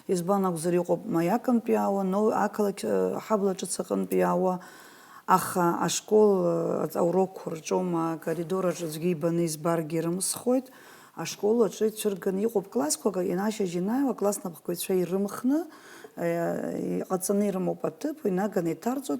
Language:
Abkhazian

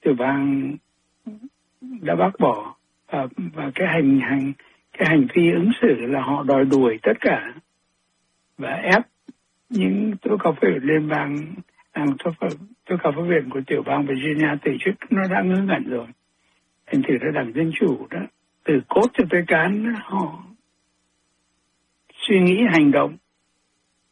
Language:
Vietnamese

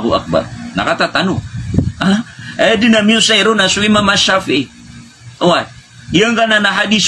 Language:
Maranao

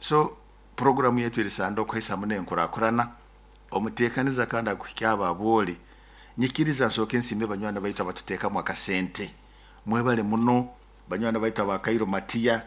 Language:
Nyoro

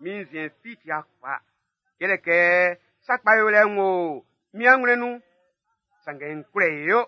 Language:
Baoulé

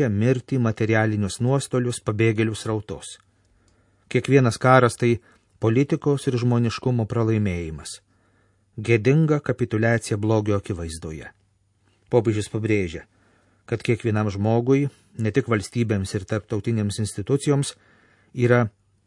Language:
Lithuanian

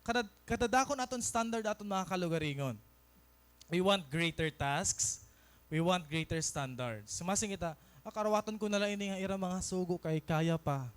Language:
Waray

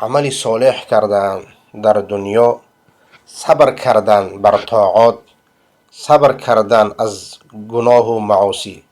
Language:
Persian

